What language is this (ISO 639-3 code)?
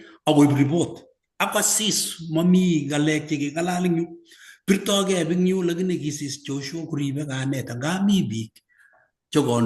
kln